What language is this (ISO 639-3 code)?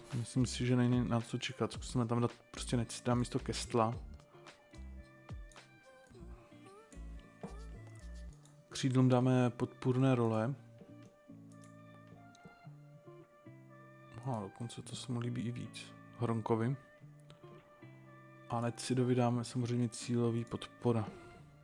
ces